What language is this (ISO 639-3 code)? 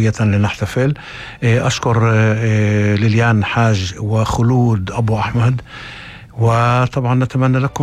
apc